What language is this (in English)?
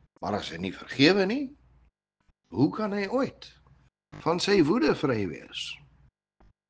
Afrikaans